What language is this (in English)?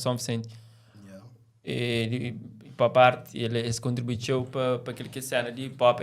Kabuverdianu